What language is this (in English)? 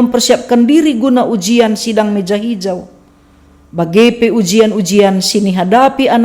Batak Karo